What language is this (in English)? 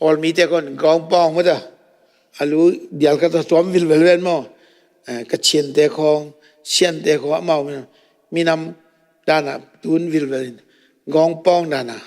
Tedim Chin